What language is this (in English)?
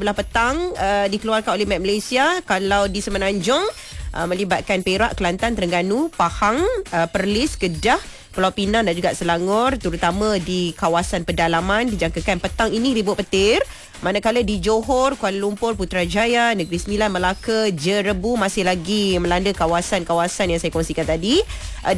Malay